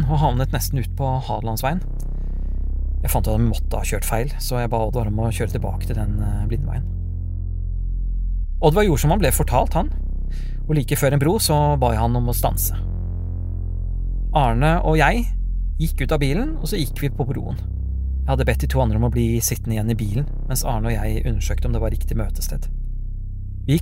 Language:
Norwegian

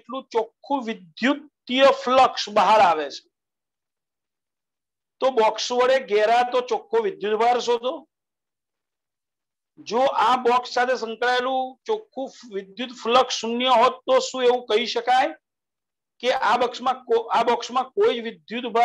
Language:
Gujarati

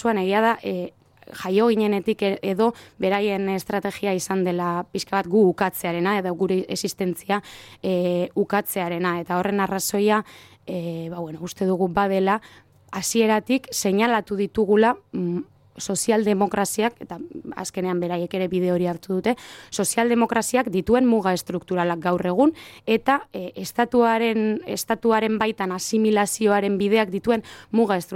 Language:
Basque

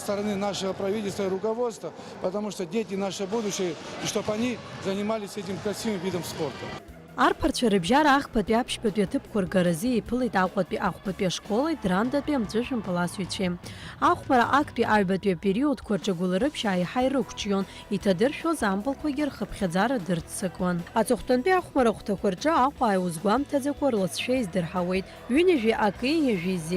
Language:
Abkhazian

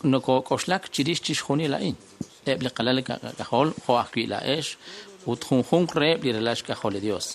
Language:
Kekchí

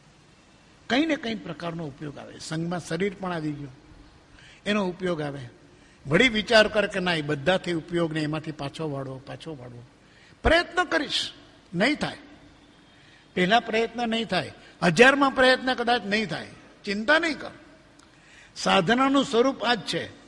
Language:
Gujarati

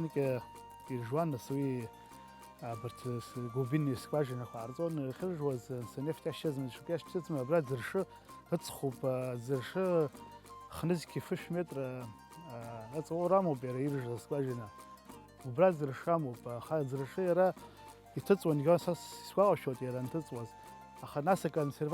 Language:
Abkhazian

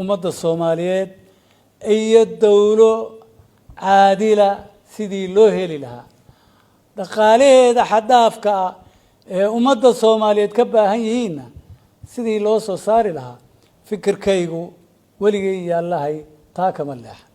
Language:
Somali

